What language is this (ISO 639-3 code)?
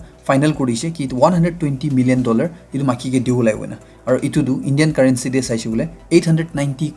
nag